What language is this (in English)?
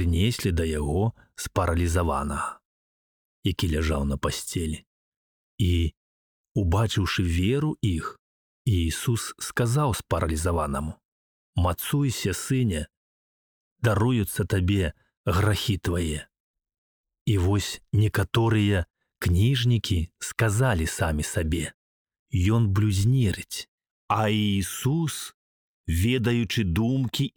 Belarusian